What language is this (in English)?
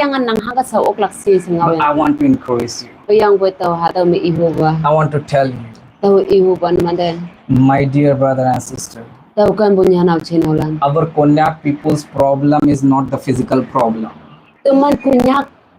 Konyak Naga